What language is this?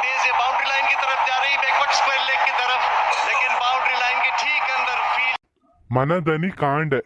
Tulu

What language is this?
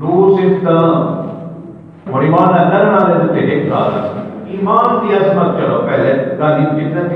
Saraiki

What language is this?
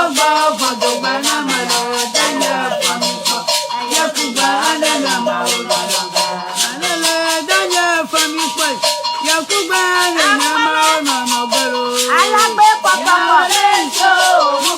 Ewe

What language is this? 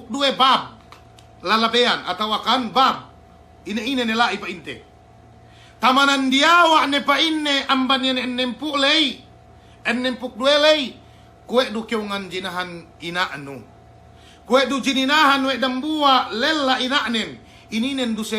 Yakan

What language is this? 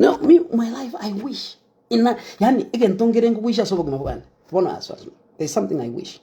Gusii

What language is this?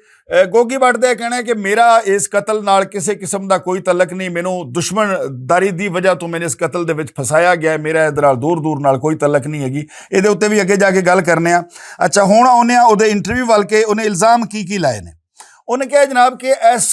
Western Panjabi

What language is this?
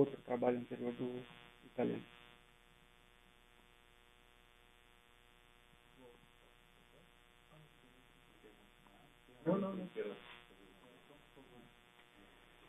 Portuguese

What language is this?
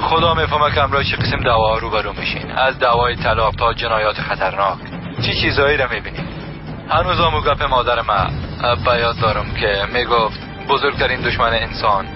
Persian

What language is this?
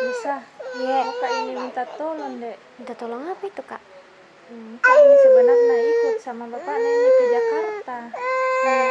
Makassar Malay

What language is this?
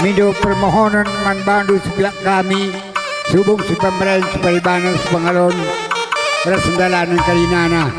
Batak Karo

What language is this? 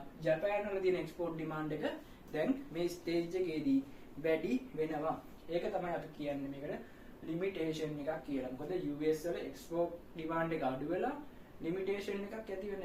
Sinhala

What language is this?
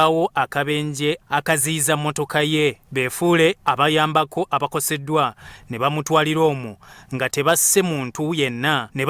Ganda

